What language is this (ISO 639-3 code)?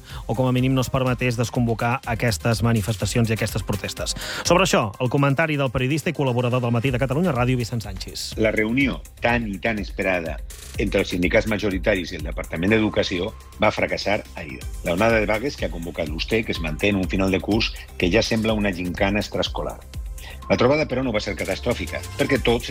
cat